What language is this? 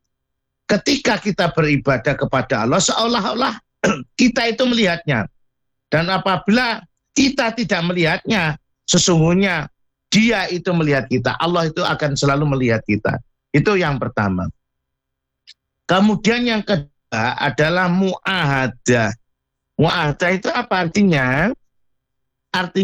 Indonesian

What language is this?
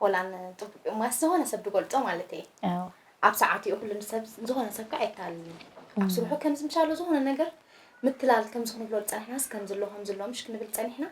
Tigrinya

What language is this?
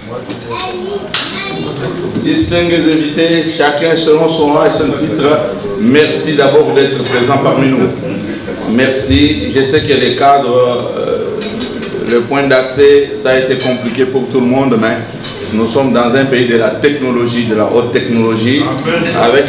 French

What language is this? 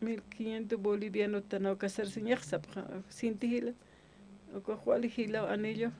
Aymara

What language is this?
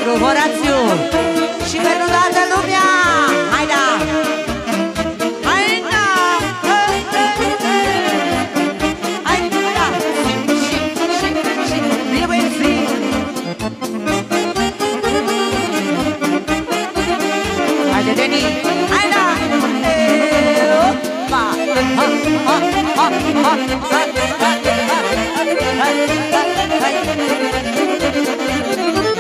Romanian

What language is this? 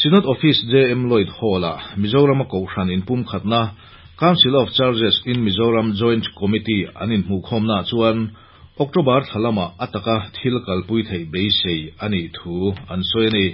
Mizo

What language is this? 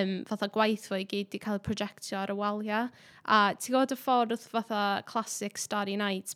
Welsh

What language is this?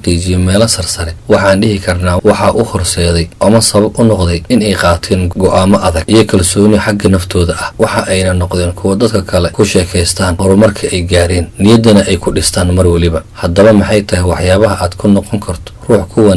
Somali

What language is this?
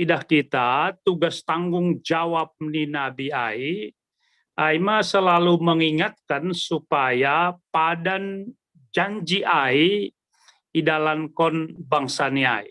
Batak Simalungun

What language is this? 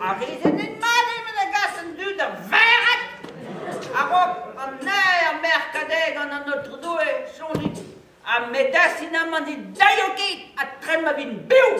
Breton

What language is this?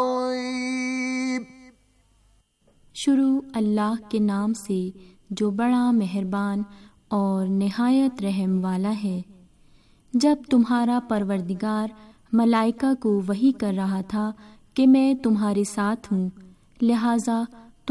Urdu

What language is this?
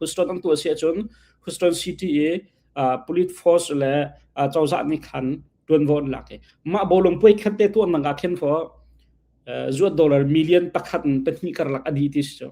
Hakha Chin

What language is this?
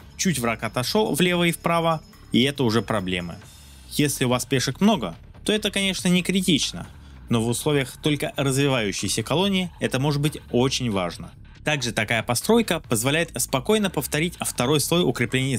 Russian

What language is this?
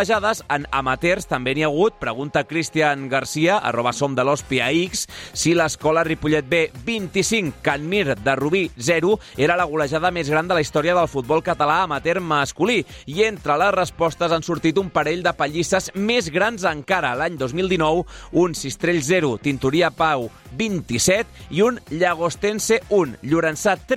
Catalan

